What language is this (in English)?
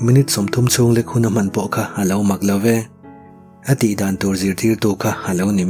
Mizo